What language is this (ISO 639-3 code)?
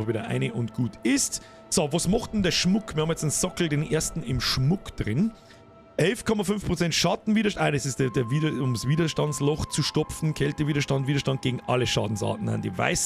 bar